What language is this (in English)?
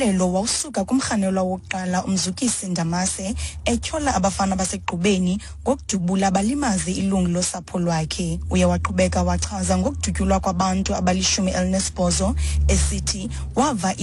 Xhosa